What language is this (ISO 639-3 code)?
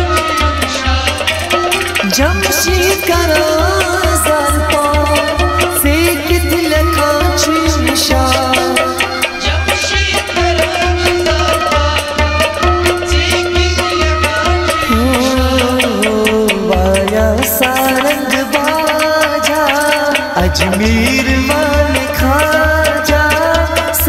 hin